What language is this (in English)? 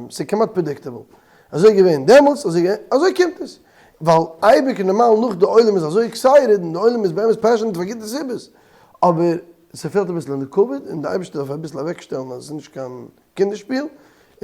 Yiddish